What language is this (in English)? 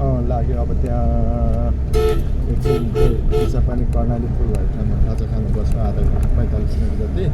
Nepali